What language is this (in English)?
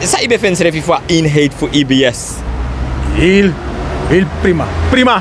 Sranan Tongo